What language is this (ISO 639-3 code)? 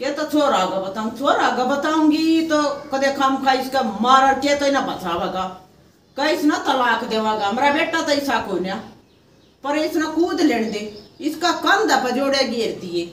bgc